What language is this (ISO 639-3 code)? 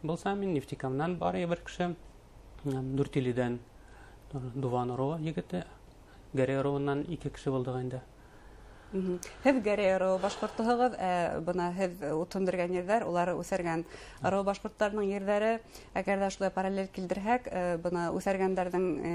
bak